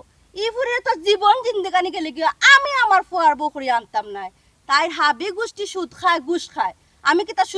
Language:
Sylheti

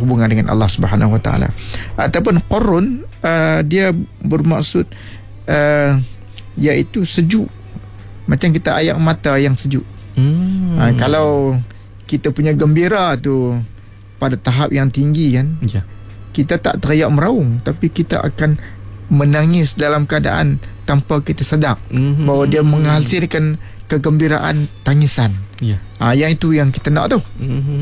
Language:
Malay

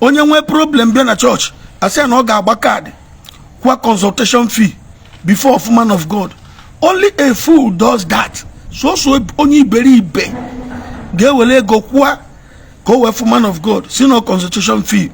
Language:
Igbo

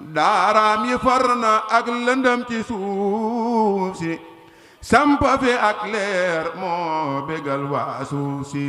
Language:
Wolof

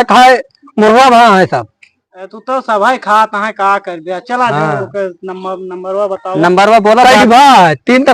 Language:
Awadhi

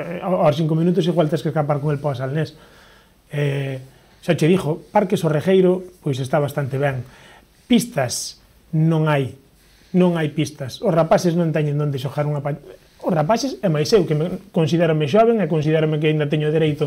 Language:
Galician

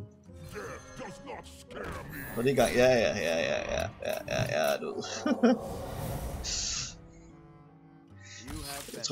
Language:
Danish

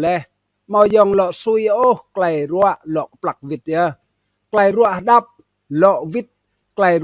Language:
Rade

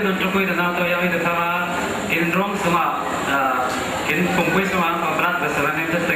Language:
Falam Chin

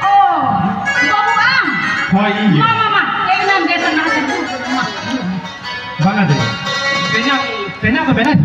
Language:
Santali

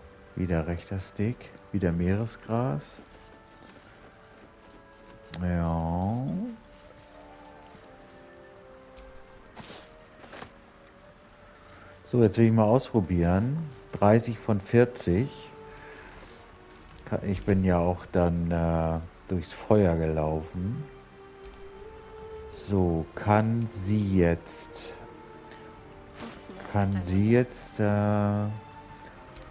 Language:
German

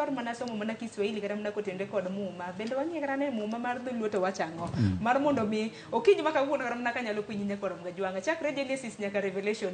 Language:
Luo (Kenya and Tanzania)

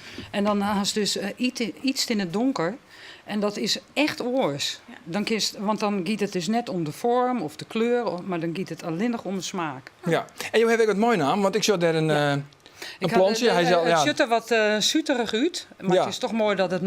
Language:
Western Frisian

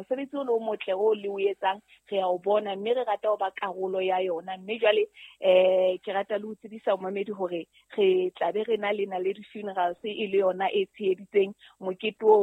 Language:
Southern Sotho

